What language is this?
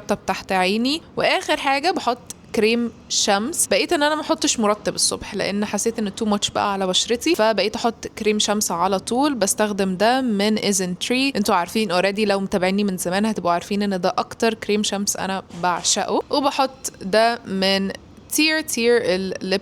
Egyptian Arabic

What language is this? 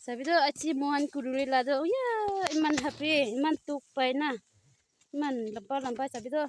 Naga Pidgin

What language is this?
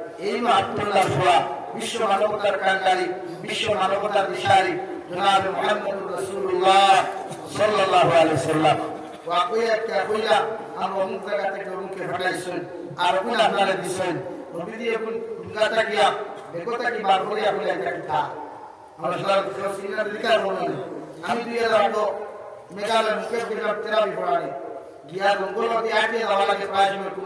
Sylheti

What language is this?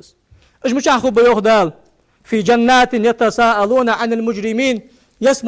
Ingush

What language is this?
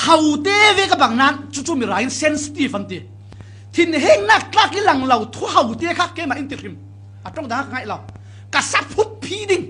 Falam Chin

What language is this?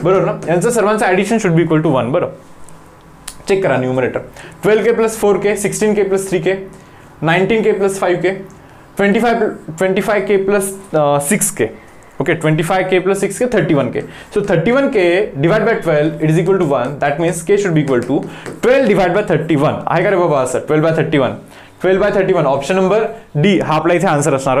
Marathi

